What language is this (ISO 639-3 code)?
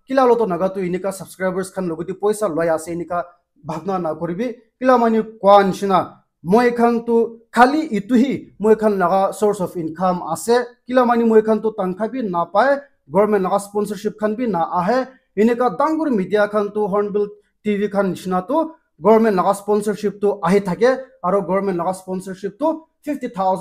nag